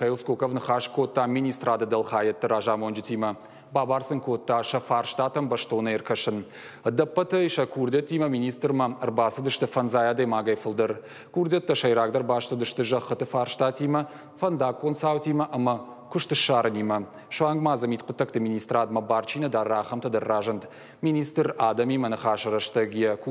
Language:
Ossetic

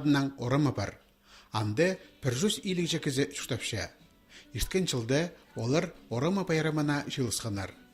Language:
Khakas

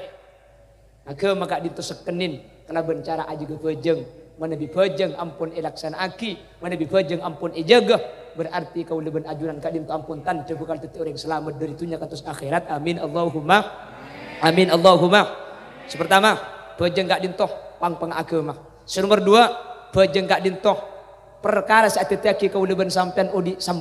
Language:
Madurese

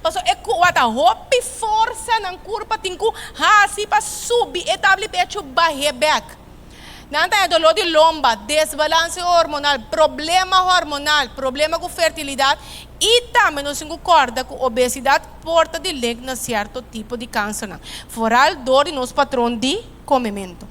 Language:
Papiamento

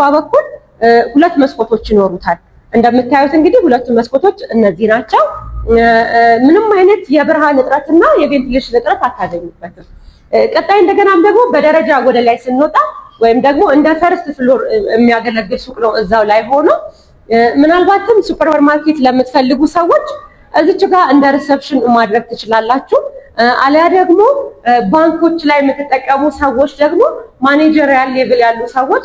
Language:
Amharic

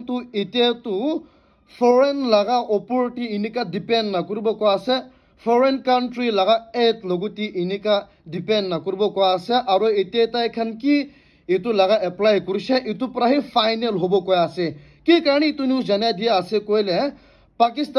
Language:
Naga Pidgin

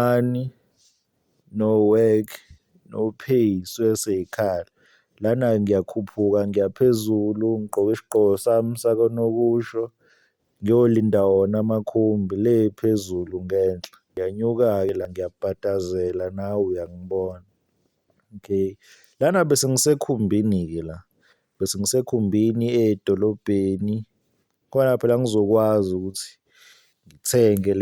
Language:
Zulu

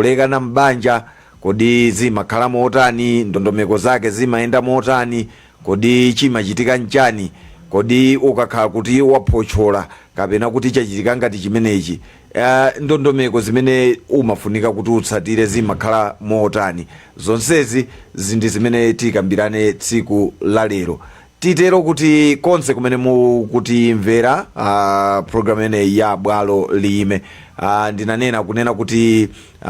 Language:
Nyanja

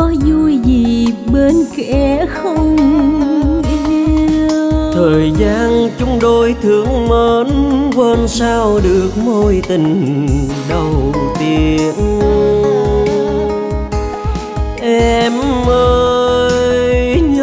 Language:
Vietnamese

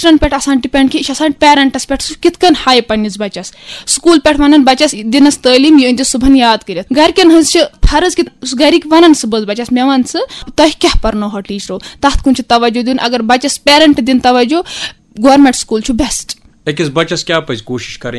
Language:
Kashmiri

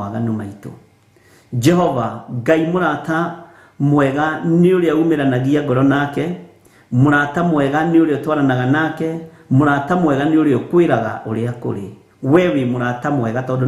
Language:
Kikuyu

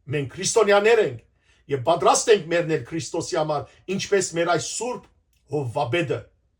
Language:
Western Armenian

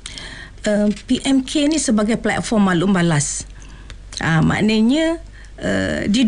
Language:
Malay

